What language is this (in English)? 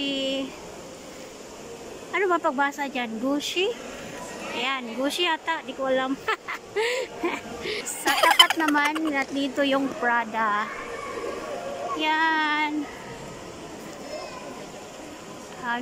Filipino